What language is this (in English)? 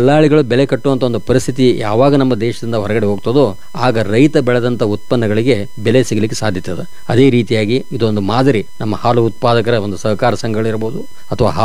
Kannada